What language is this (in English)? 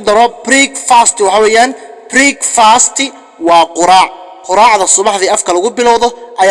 Somali